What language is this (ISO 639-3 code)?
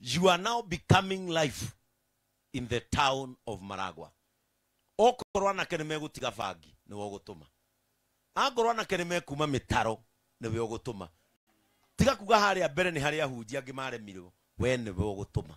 kik